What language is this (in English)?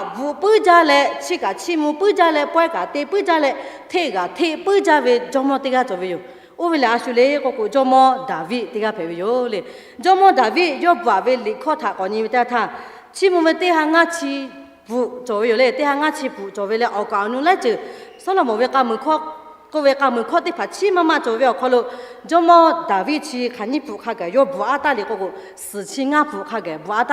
Lahu